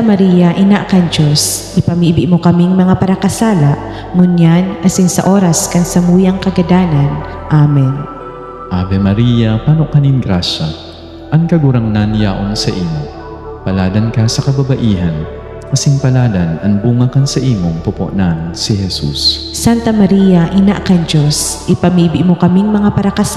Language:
Bikol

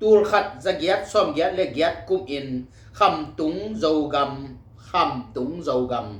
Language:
Tedim Chin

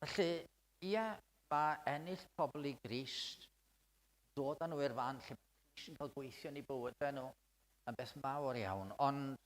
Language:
Welsh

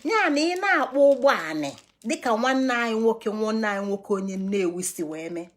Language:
Igbo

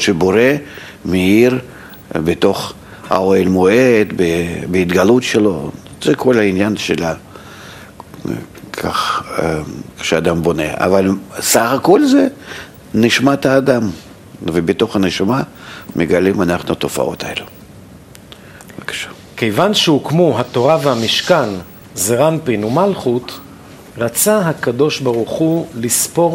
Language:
Hebrew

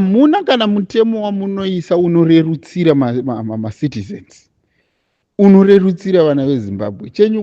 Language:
Shona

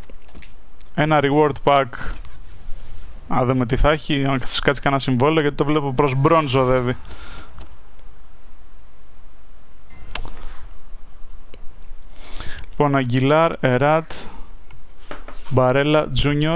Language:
Greek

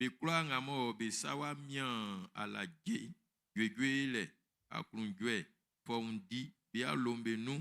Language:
Baoulé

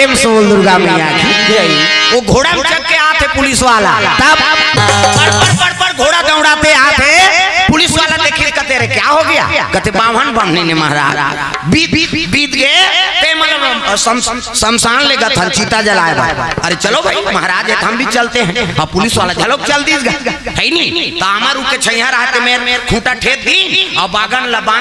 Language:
Chhattisgarhi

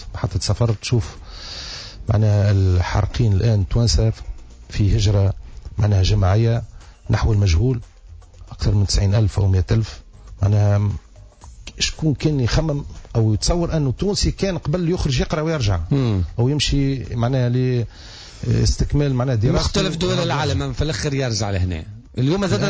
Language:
Tunisian Arabic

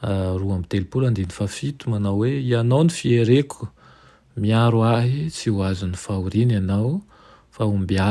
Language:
Malagasy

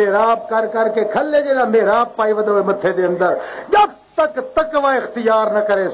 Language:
Western Panjabi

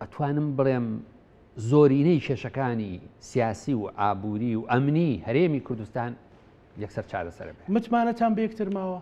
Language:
Central Kurdish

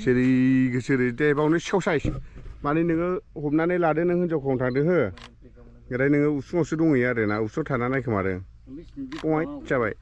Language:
Bodo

